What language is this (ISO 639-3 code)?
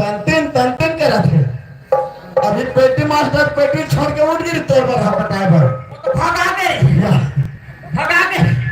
hne